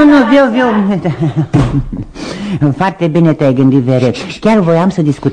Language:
Romanian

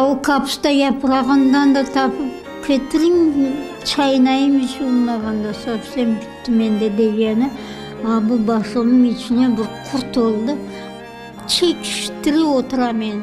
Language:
Crimean Tatar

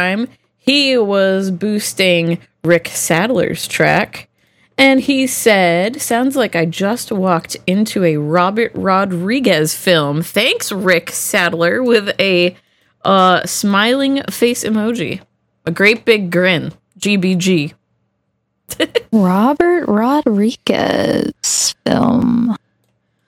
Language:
English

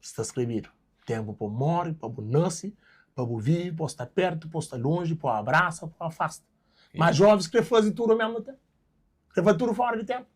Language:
Kabuverdianu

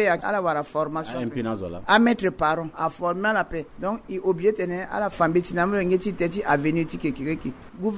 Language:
Sango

